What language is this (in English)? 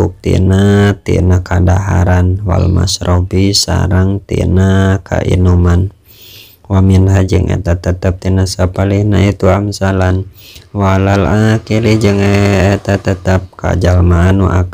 Sundanese